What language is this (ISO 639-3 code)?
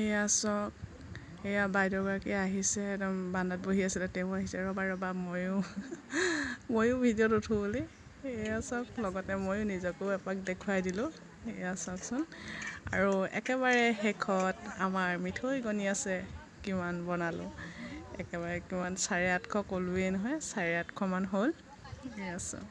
asm